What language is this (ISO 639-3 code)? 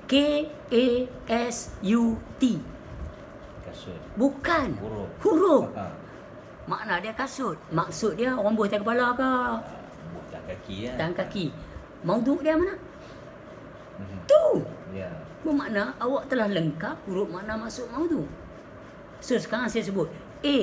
msa